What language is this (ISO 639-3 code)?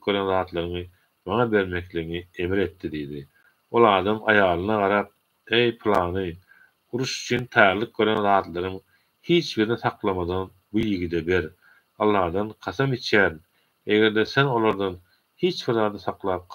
tuk